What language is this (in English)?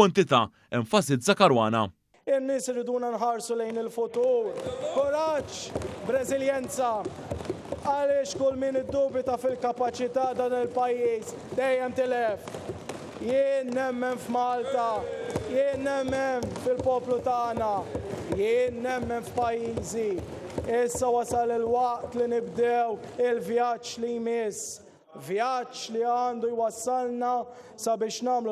Maltese